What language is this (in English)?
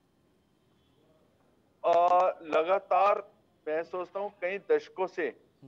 Hindi